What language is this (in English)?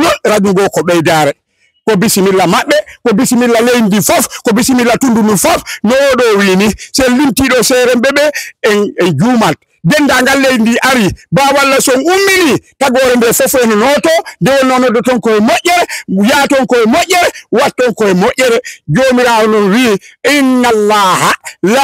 Fula